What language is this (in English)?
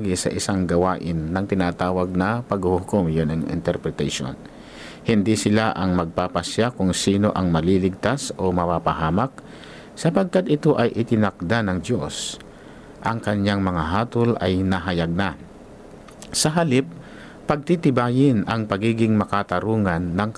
Filipino